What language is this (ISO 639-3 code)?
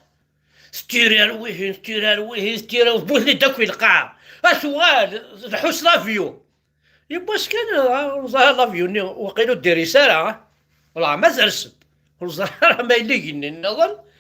kab